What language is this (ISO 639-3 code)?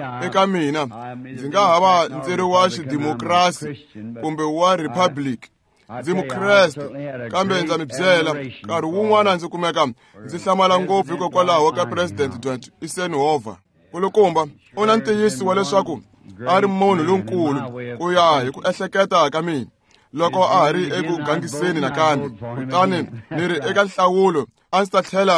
tso